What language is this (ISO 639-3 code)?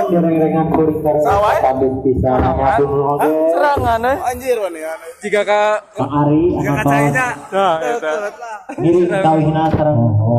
sun